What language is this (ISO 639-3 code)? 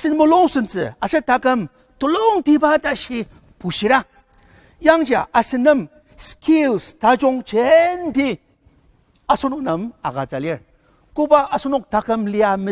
njo